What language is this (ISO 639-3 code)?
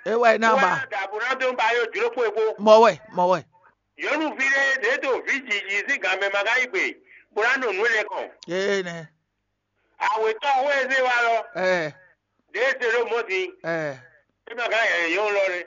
fon